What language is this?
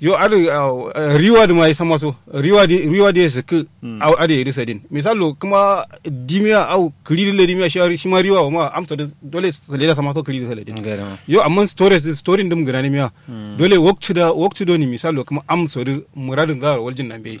Kanuri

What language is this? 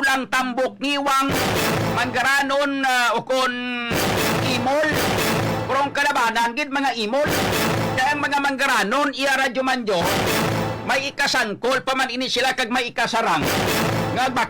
Hiligaynon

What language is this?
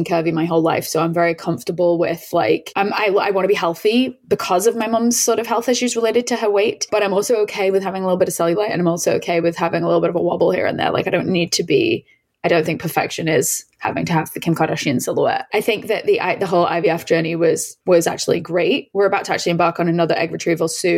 English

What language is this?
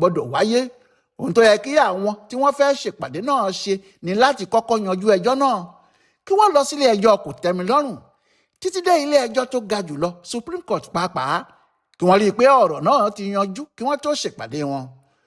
Yoruba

